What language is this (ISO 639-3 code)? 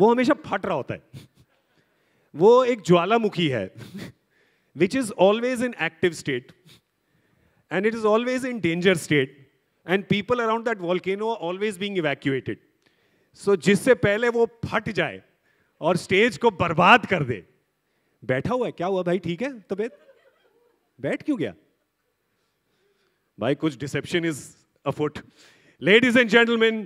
hin